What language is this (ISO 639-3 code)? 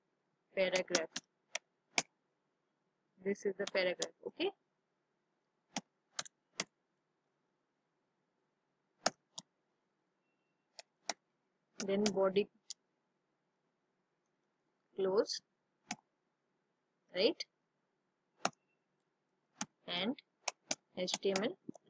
hin